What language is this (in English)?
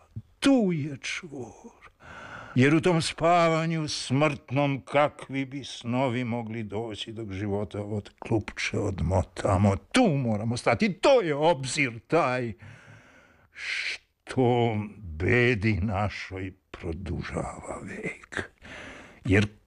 Serbian